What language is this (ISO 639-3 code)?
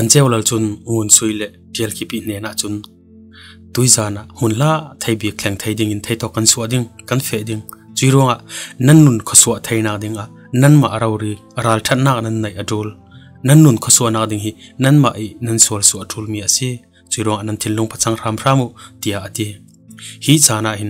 cfm